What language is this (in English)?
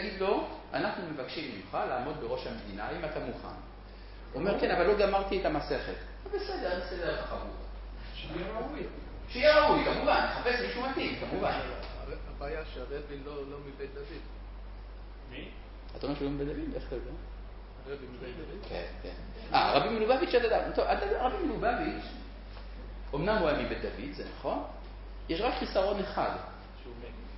Hebrew